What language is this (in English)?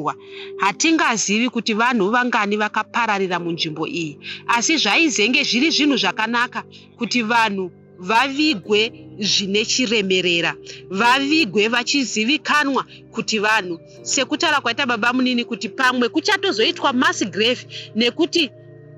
Shona